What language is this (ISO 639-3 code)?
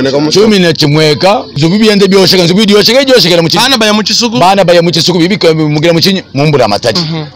lua